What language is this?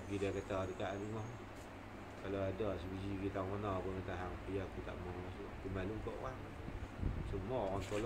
Malay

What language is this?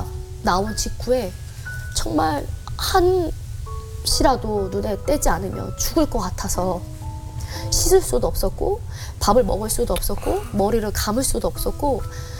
Korean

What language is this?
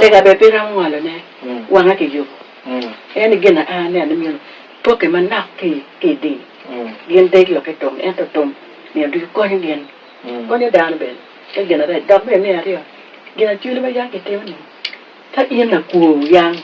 Acoli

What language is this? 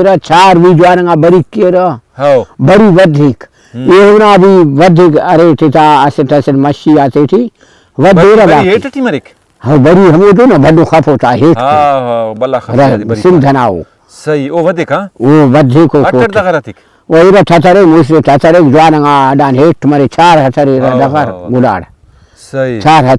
Brahui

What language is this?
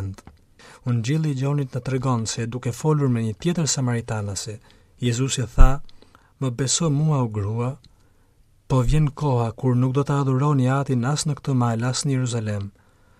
Albanian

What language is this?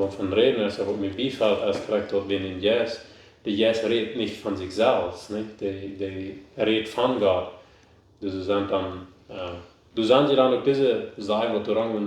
Plautdietsch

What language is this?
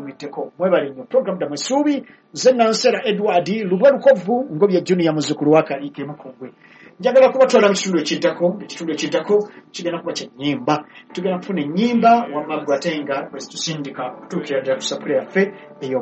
Ganda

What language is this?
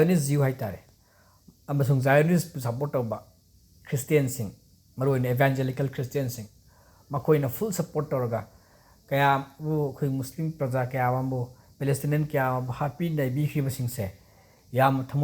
Manipuri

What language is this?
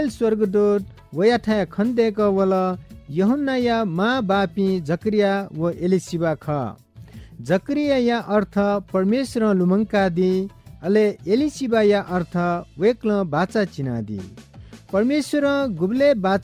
Newari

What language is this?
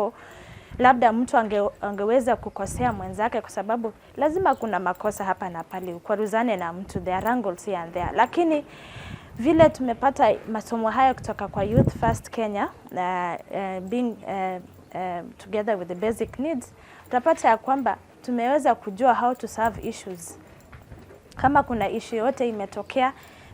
Swahili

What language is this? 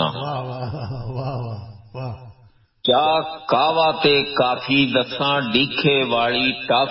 Punjabi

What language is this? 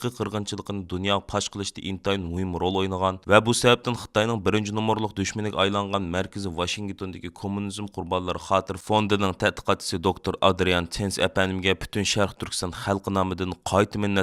Uyghur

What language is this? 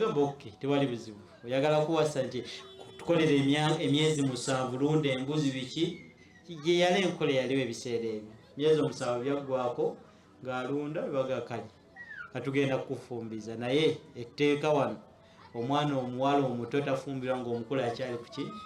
Ganda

